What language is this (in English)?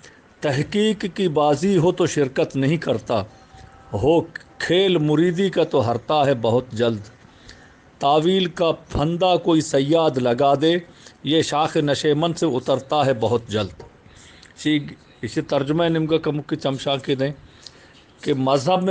Eastern Balochi